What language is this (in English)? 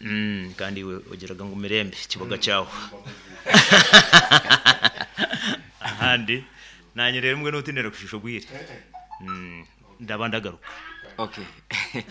Nyoro